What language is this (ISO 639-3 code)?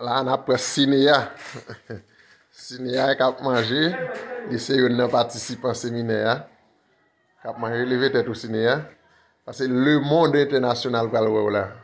hat